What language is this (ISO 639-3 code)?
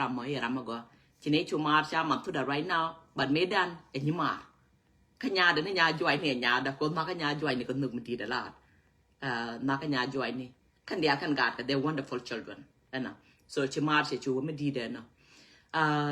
nus